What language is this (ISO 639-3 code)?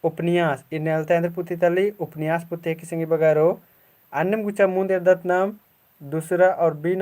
kru